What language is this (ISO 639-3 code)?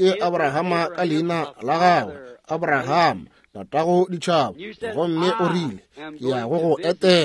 nso